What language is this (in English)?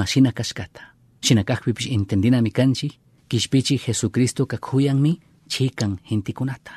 Chimborazo Highland Quichua